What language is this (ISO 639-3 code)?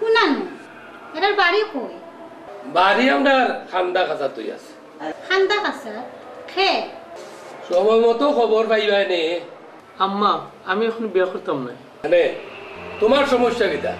syl